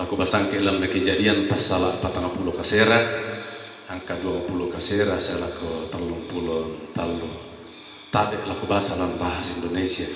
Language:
Toraja-Sa'dan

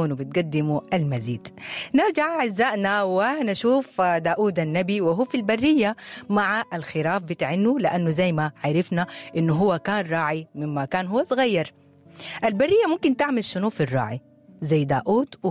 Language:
Sudanese Arabic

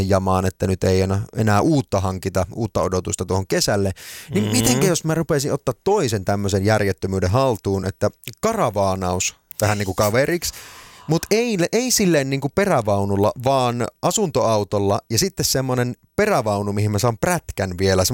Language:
Finnish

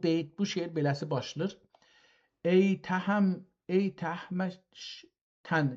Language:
South Azerbaijani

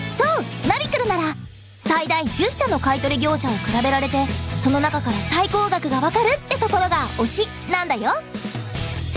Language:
Japanese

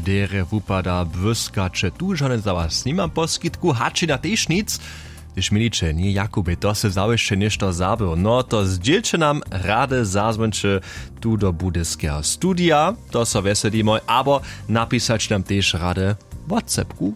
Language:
Upper Sorbian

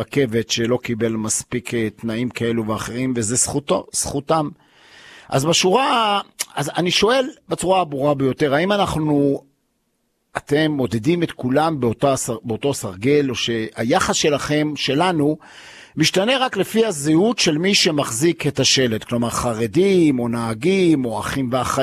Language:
Hebrew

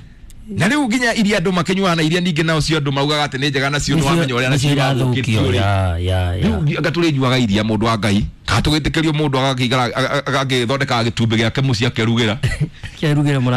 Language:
Kikuyu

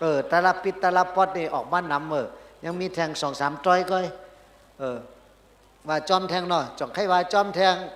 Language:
Shan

